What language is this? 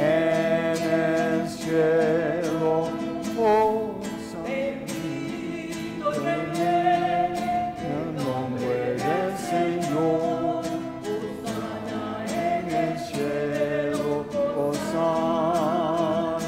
Spanish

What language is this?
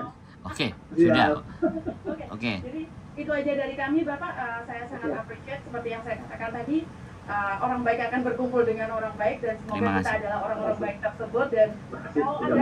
Indonesian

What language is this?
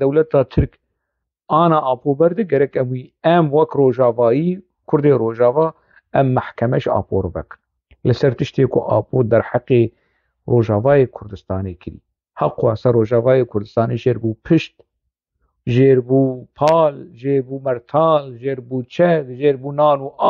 Kurdish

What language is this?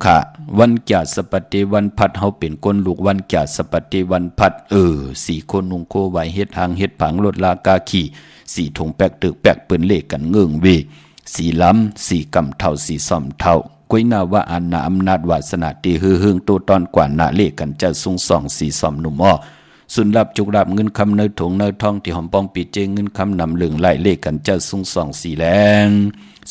Shan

